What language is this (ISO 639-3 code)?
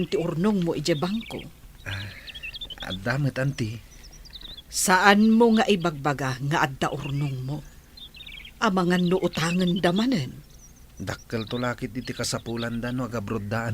ilo